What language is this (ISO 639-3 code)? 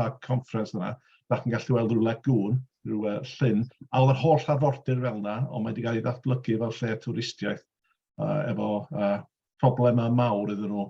cym